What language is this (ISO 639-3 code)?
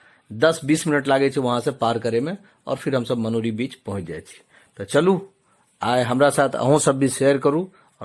mai